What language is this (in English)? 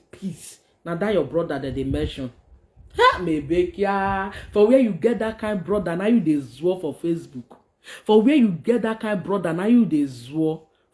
Nigerian Pidgin